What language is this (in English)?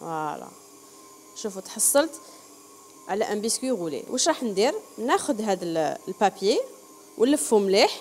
Algerian Arabic